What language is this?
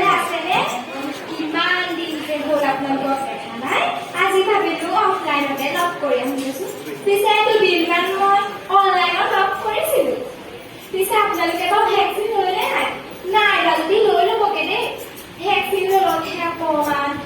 Assamese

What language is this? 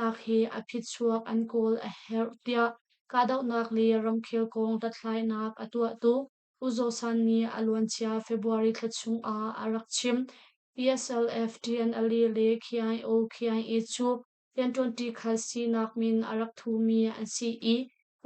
Hakha Chin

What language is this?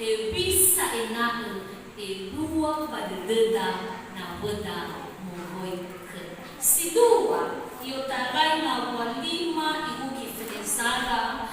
Nias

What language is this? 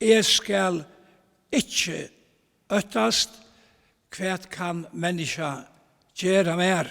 Faroese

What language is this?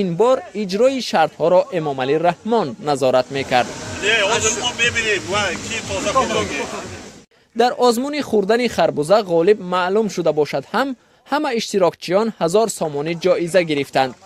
Tajik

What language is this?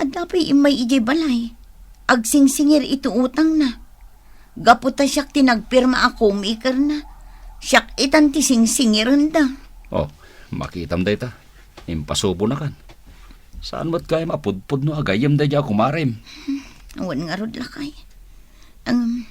Iloko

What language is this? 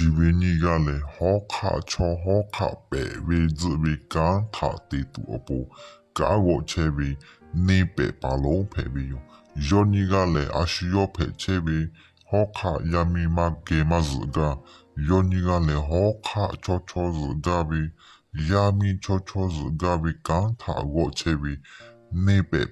Lahu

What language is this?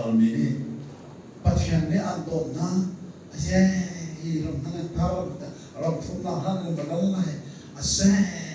Hakha Chin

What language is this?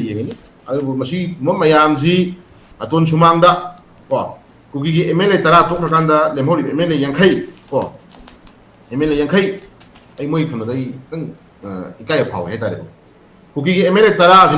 Manipuri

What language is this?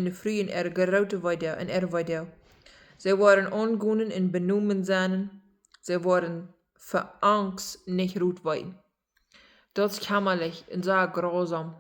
Plautdietsch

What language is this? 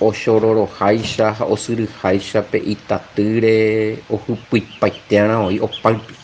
Guarani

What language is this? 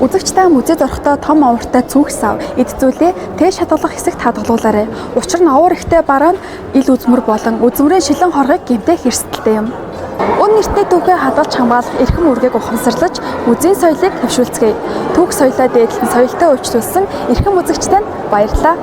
Mongolian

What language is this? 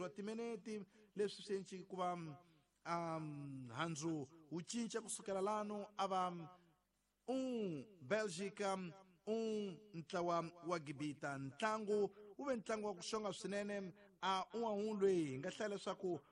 Tsonga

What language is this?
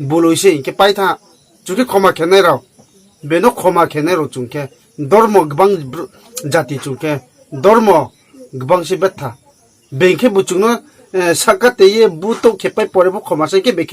Riang (India)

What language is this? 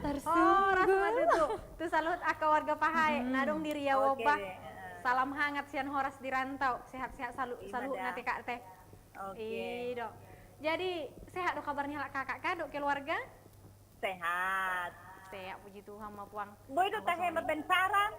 Batak Toba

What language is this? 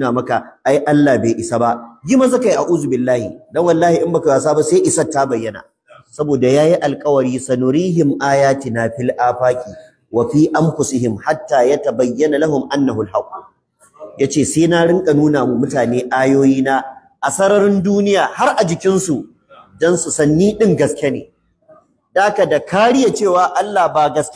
Hausa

